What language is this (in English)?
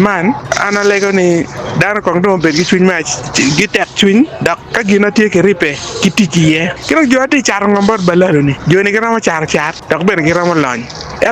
Acoli